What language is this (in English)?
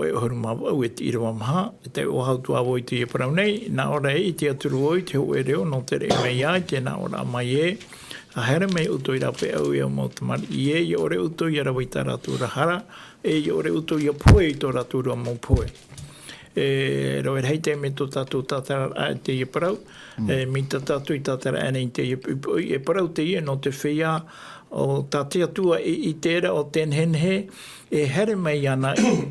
Tahitian